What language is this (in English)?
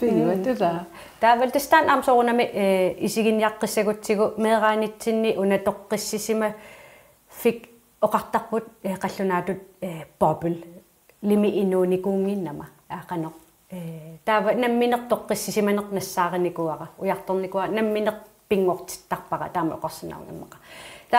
Kalaallisut